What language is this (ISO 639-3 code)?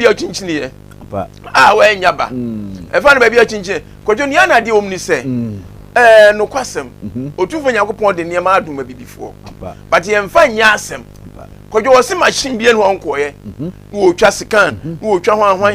aka